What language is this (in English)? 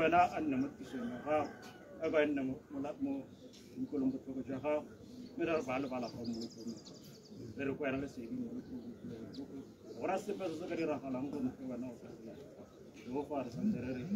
Tswana